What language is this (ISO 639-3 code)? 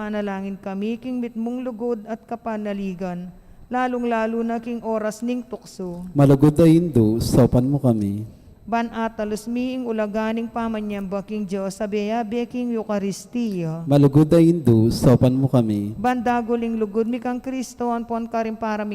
pam